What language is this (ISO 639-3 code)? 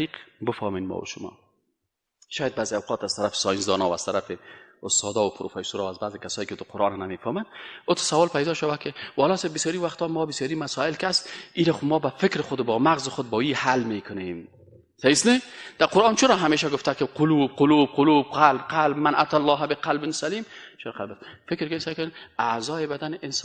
fas